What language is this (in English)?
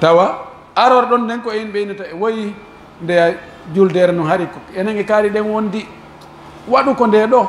Pular